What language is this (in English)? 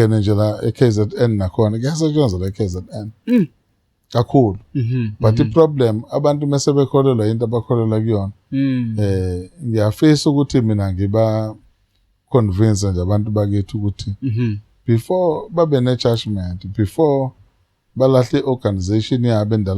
Zulu